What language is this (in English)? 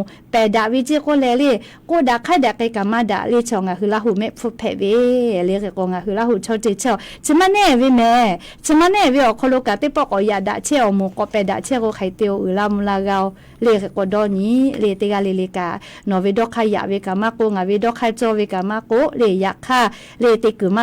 Lahu